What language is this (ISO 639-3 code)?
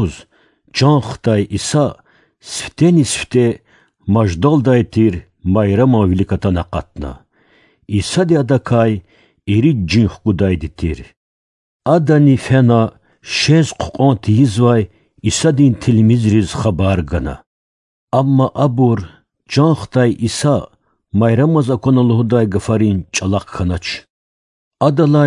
lez